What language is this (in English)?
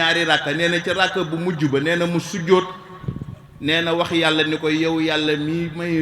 Wolof